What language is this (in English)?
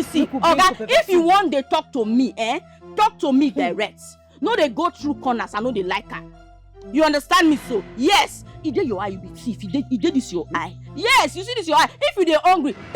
Nigerian Pidgin